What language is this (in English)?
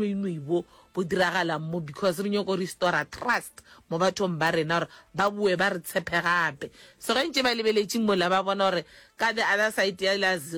Northern Sotho